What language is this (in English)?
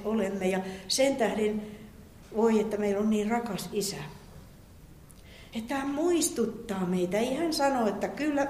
Finnish